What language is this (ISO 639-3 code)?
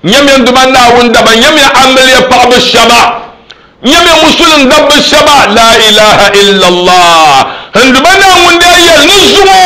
dag